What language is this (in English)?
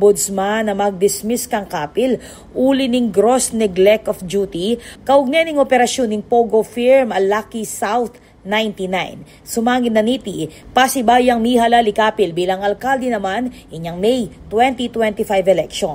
Pampanga